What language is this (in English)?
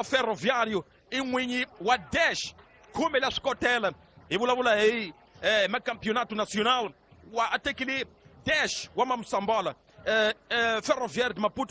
Tsonga